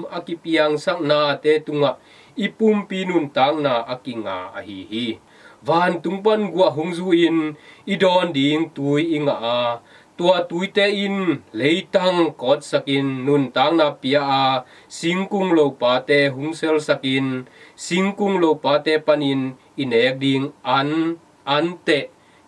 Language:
Tedim Chin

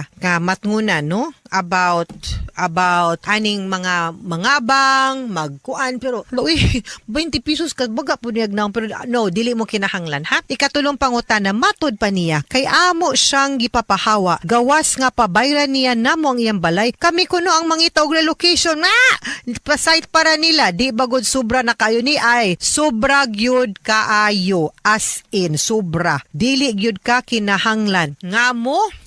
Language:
Cebuano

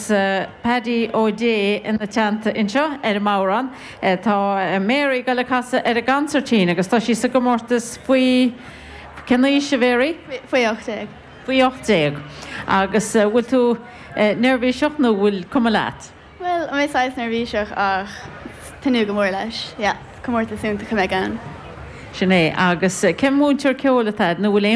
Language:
Irish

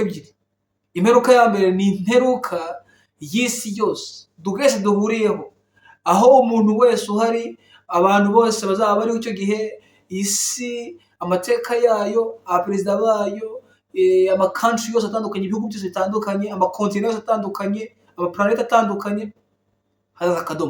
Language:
Kinyarwanda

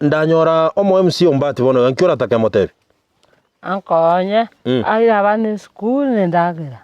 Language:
Gusii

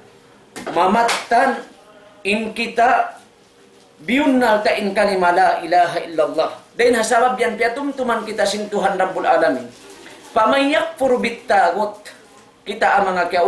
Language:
Tausug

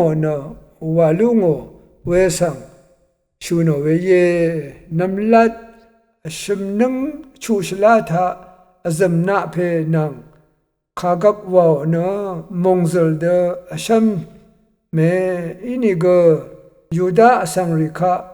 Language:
Rawang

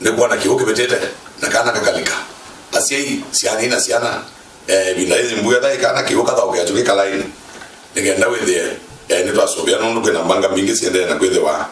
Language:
Kamba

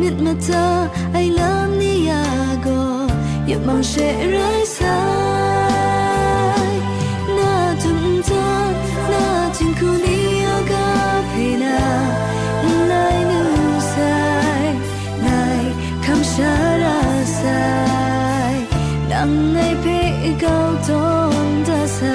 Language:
Kachin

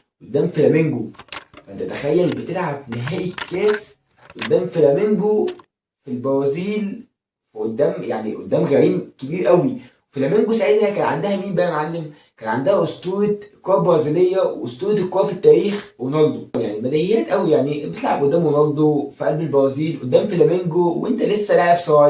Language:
Egyptian Arabic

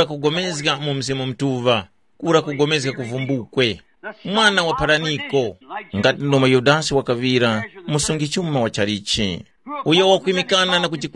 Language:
Tumbuka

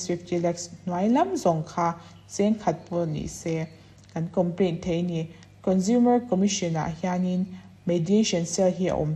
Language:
Mizo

